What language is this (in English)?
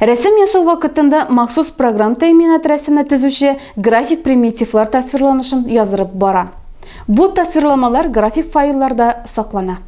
Tatar